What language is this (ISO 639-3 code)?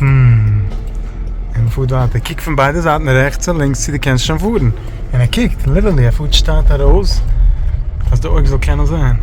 yid